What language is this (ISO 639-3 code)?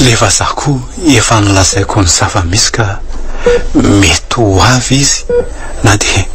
mlg